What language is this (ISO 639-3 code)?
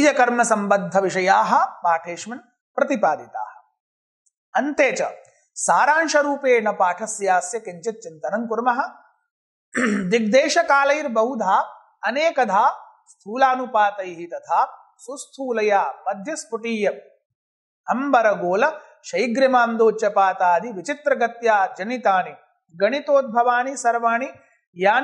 san